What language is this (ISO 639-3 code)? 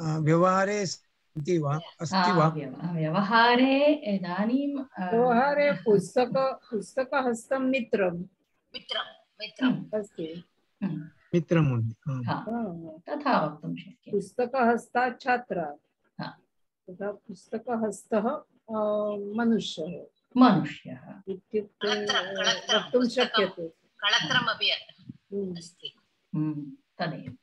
san